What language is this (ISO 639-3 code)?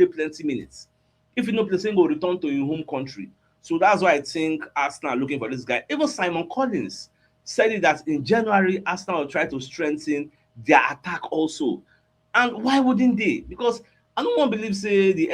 pcm